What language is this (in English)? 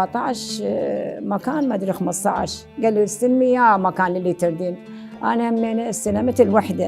Mesopotamian Arabic